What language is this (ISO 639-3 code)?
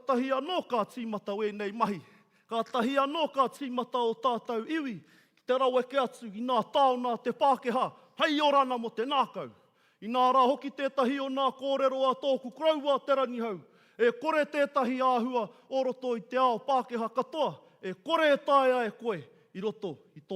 mri